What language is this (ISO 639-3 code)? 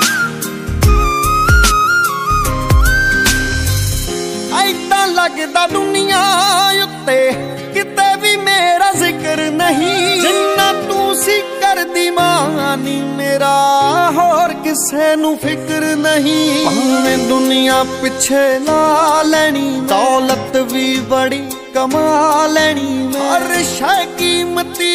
pan